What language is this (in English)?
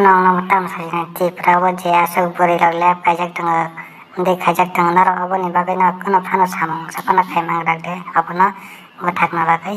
Kok Borok